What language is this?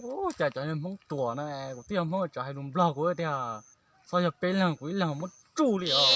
Hmong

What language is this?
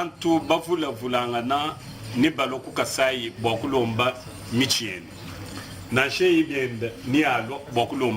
Luba-Lulua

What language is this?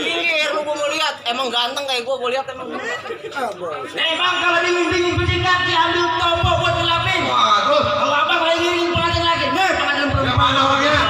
Betawi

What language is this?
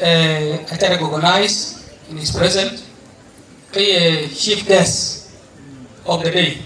Dinka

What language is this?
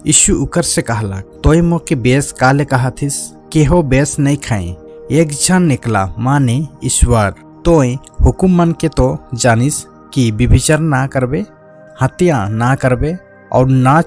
Sadri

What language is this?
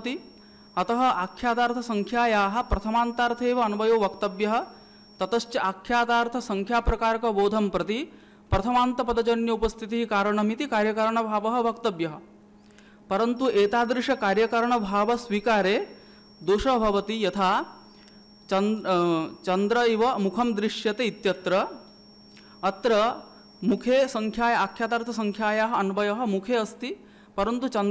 Sanskrit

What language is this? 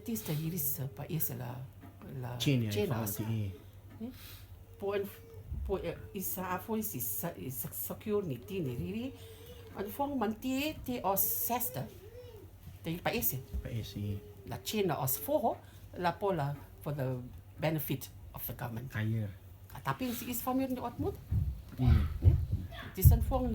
Rotuman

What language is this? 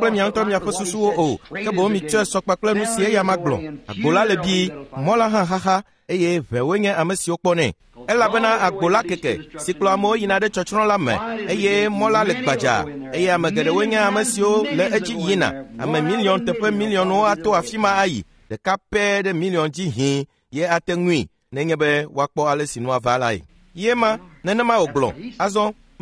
Ewe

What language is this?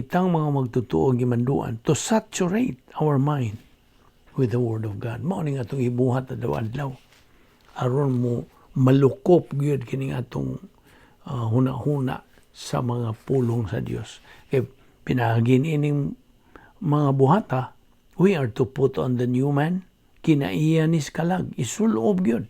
Cebuano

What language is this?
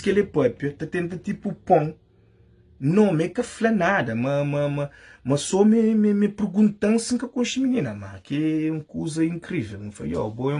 Kabuverdianu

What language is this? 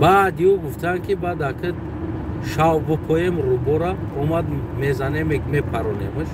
Tajik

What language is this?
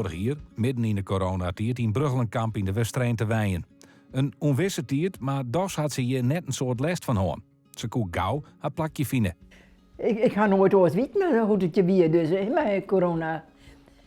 Western Frisian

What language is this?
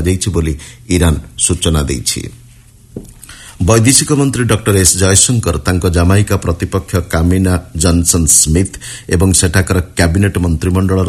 Odia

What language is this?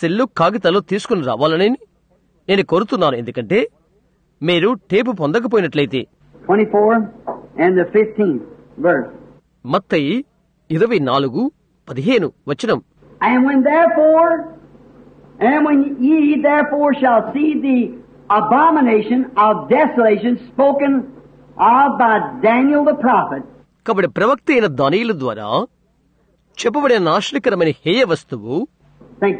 Telugu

